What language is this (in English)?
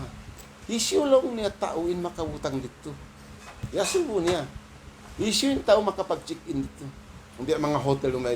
Tausug